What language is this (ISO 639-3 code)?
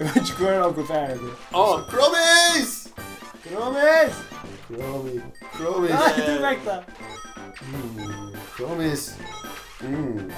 fao